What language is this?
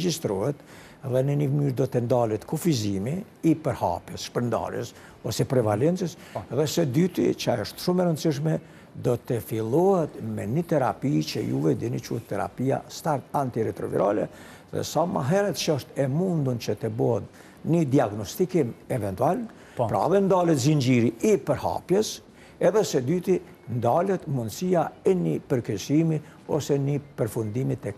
Albanian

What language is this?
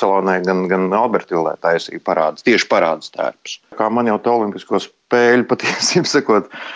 Latvian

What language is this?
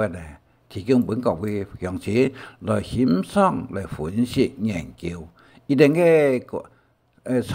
Hakka Chinese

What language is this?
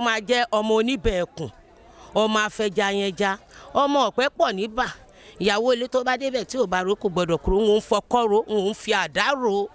Yoruba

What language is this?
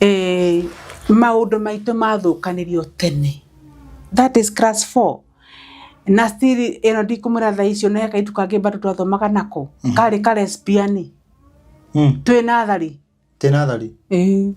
Kikuyu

